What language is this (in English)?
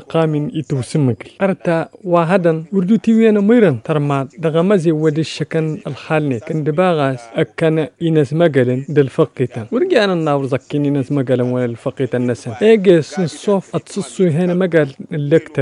Tamasheq